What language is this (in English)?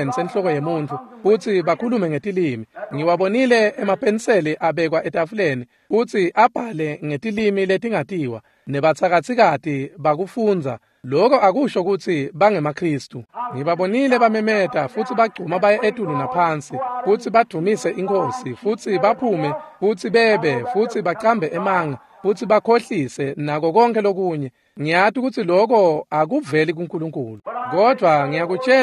Swati